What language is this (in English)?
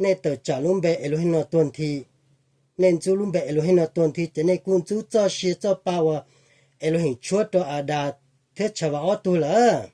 Hmong